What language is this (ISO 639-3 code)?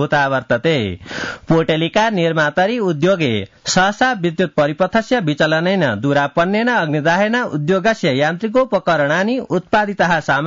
san